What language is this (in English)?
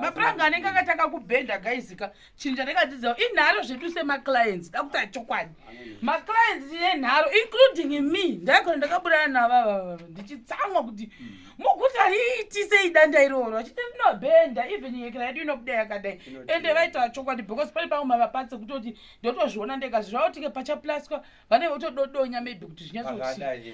Shona